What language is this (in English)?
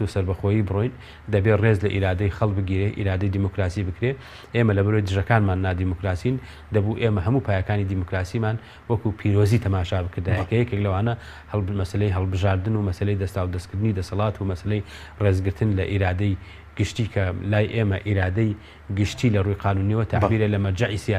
Central Kurdish